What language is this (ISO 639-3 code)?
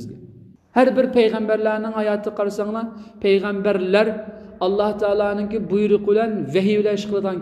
uig